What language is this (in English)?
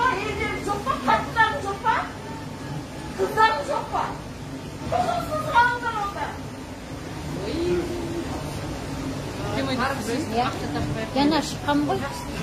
Kazakh